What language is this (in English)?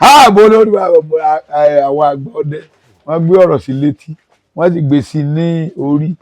Yoruba